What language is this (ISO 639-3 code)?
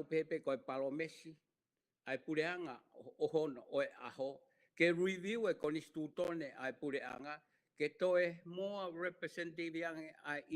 ton